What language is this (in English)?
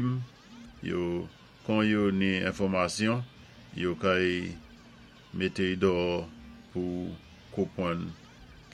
Saint Lucian Creole French